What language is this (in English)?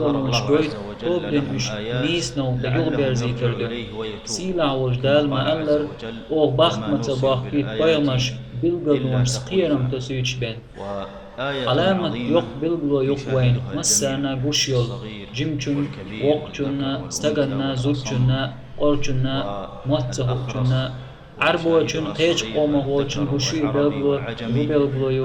Chechen